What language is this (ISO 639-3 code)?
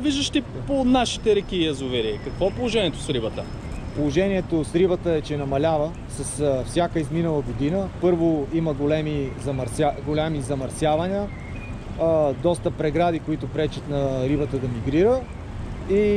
bul